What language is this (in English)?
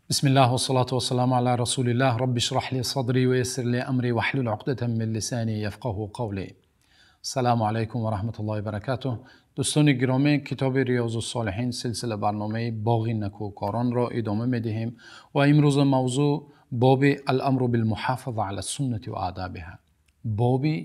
Tajik